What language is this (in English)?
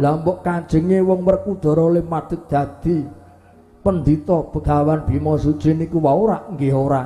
Javanese